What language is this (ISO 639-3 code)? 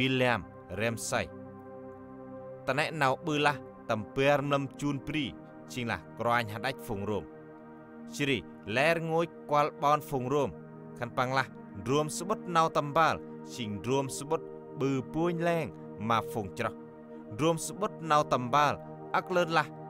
cmo